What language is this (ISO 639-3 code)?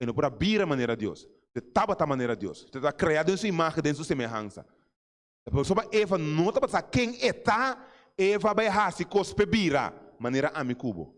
pap